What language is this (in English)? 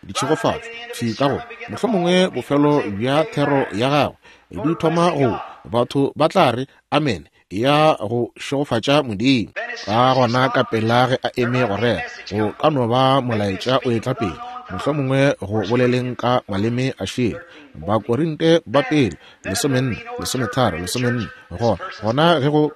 Northern Sotho